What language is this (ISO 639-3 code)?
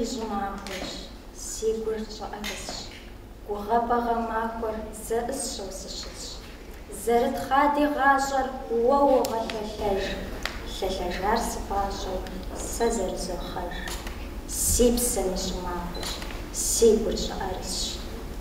kbd